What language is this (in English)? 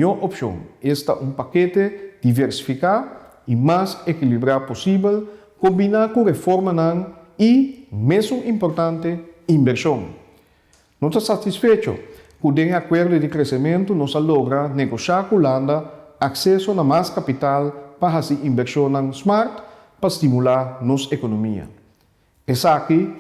Papiamento